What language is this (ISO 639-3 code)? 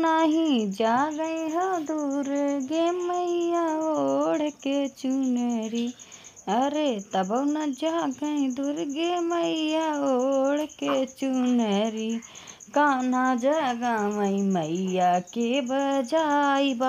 bho